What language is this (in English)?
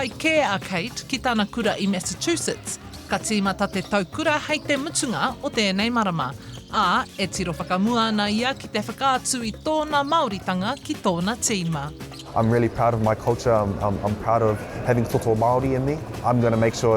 Māori